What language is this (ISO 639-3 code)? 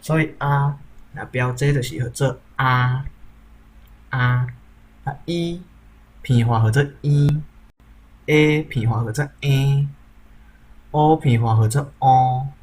nan